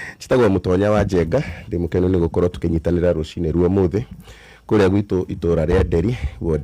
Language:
Kikuyu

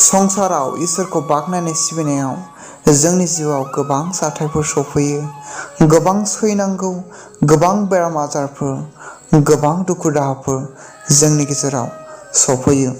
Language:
Bodo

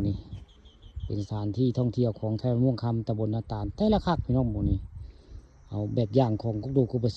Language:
Northeastern Thai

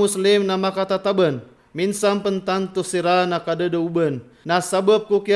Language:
Maranao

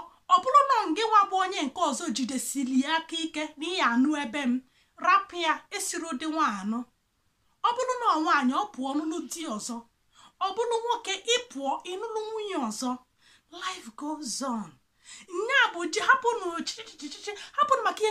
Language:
Igbo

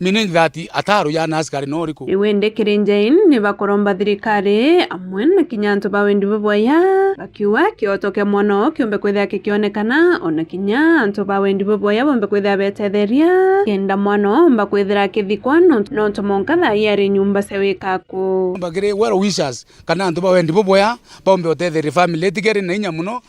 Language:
Meru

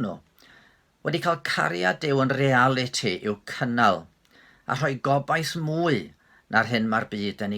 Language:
Welsh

